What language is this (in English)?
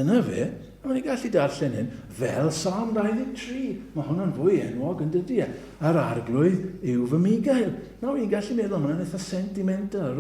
Welsh